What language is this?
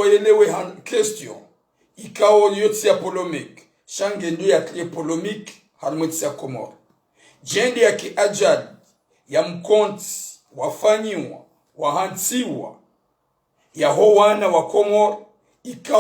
Ngazidja Comorian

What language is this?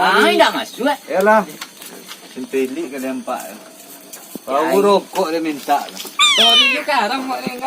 Minangkabau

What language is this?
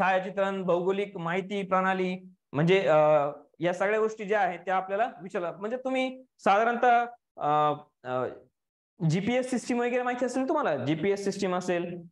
Marathi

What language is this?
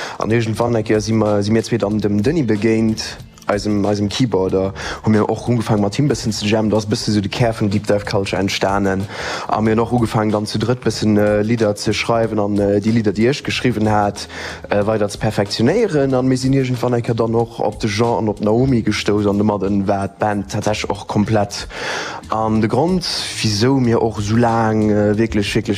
Luxembourgish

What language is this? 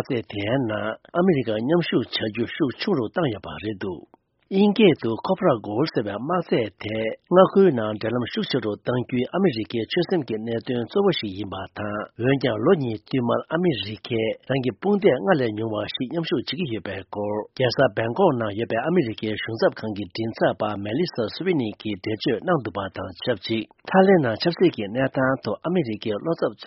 Tibetan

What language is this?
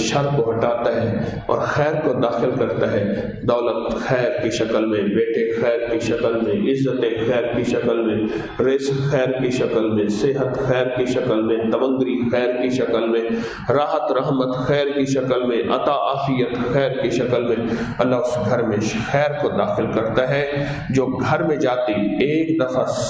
Urdu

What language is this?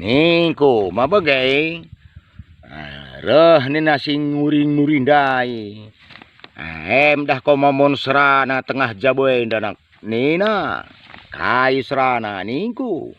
Batak Karo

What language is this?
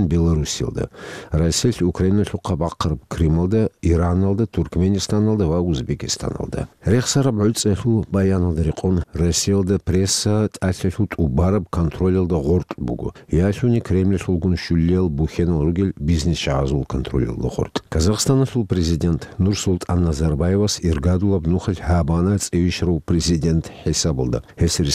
Avaric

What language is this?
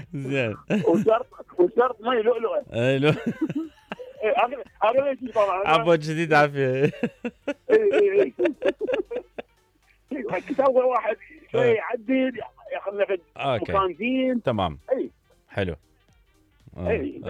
Mesopotamian Arabic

